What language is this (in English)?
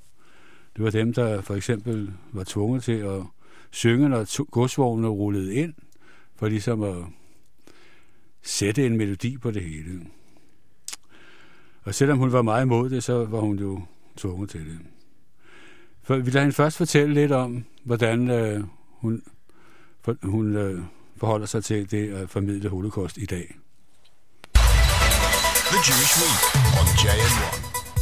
Danish